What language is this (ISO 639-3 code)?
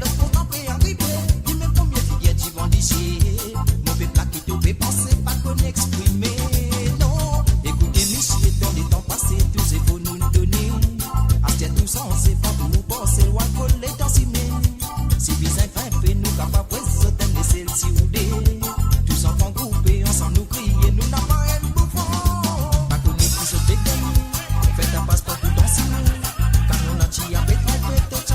mfe